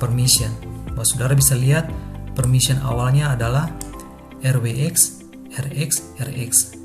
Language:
Ambonese Malay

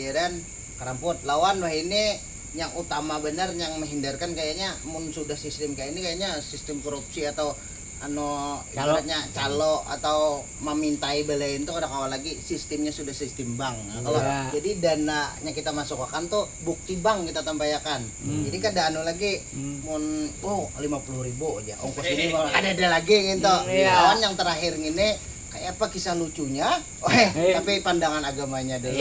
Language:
Banjar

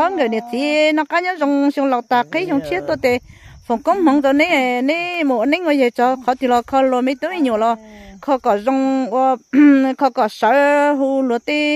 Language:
Hmong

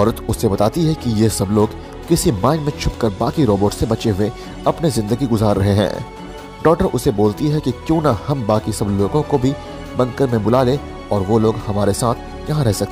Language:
Hindi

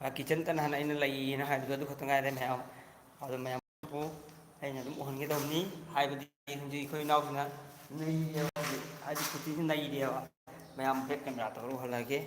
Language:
Manipuri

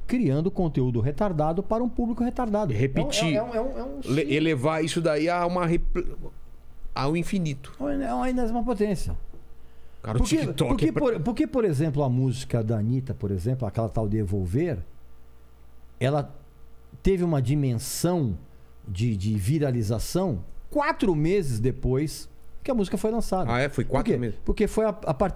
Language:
Portuguese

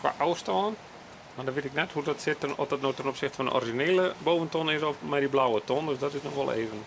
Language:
Western Frisian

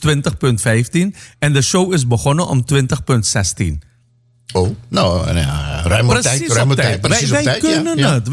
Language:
Dutch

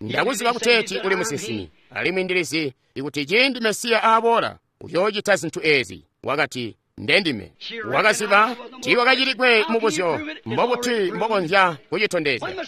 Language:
Tonga (Zambia)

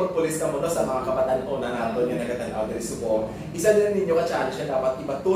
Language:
Hiligaynon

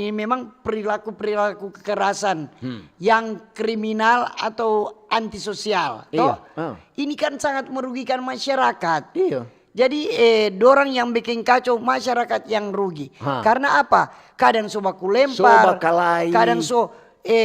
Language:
Manado Malay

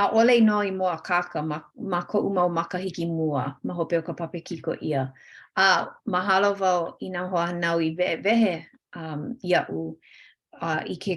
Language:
Hawaiian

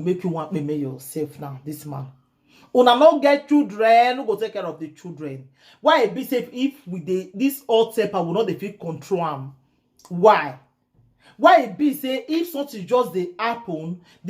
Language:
Nigerian Pidgin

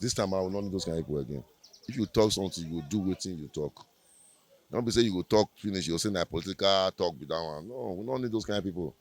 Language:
Nigerian Pidgin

